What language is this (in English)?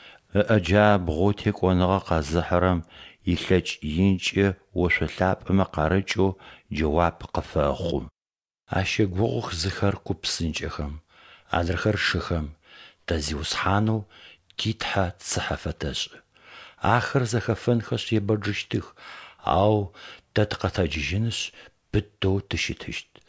Adyghe